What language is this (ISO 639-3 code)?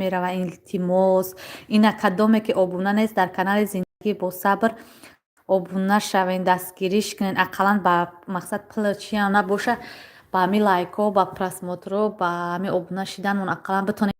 tgk